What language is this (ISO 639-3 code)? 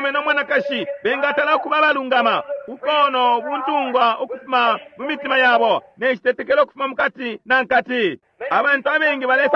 bem